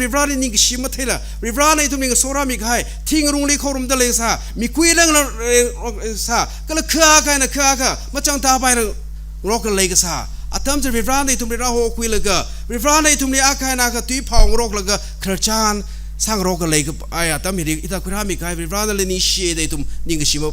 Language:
Tangkhul Naga (India)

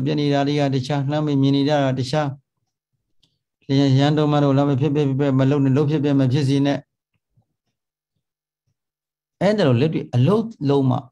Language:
Burmese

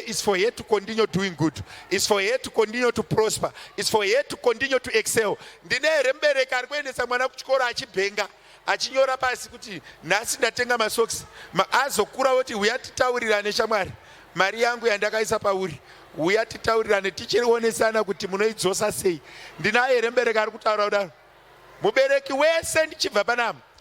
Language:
Shona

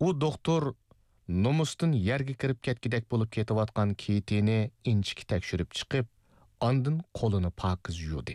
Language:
Uyghur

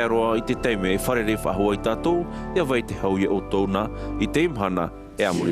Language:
Tahitian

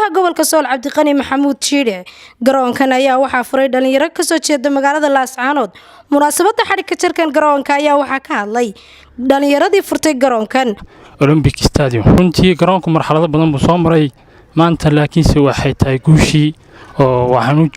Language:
Somali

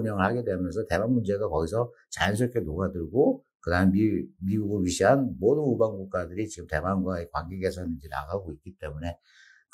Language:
Korean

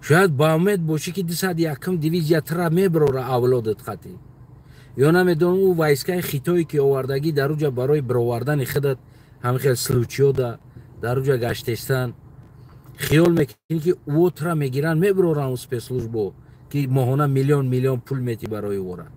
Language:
Tajik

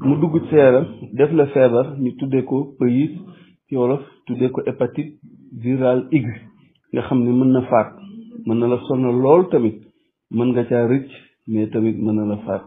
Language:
Wolof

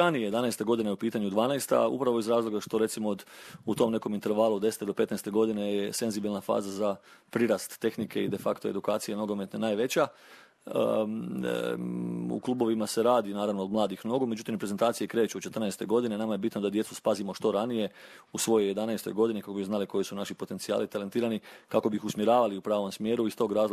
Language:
Croatian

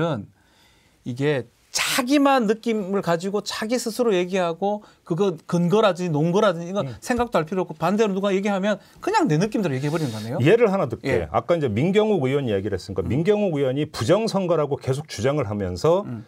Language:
Korean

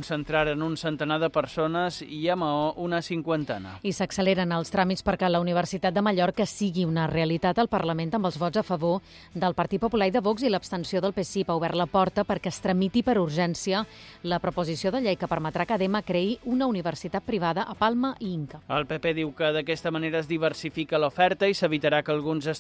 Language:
Catalan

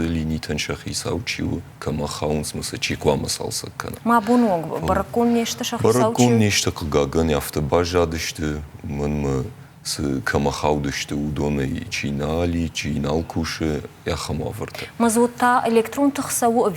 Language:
Ossetic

